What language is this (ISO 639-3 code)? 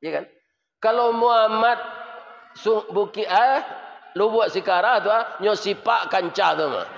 min